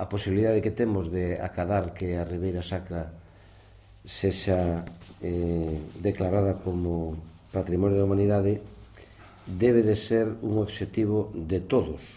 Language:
Galician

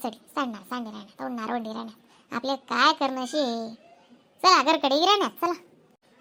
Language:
Khandesi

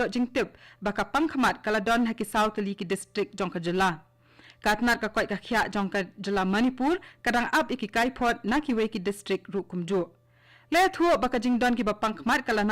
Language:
Khasi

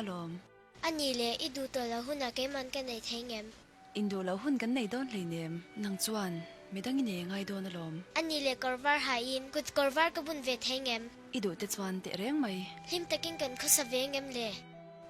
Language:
Mizo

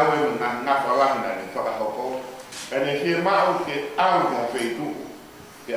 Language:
Tongan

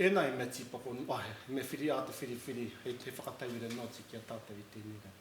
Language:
Māori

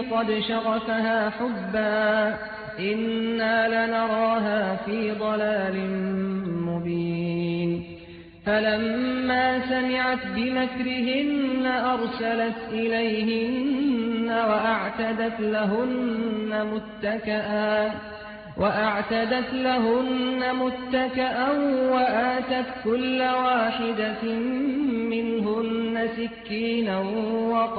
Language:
Arabic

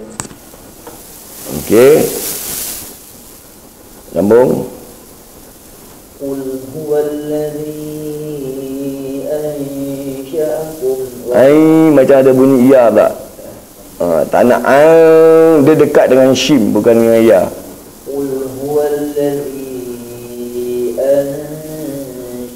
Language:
Malay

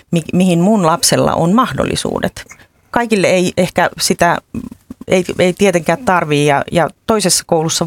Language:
Finnish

